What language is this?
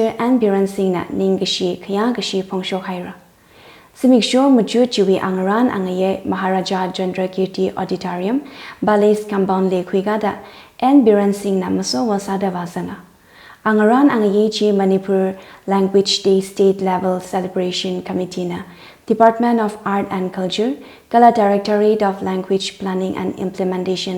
Tangkhul Naga (India)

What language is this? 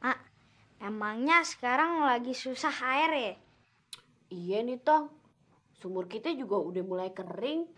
Betawi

